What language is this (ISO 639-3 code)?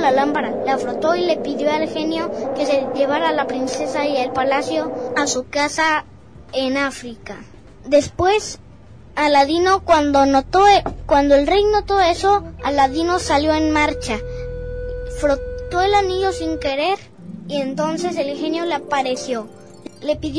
spa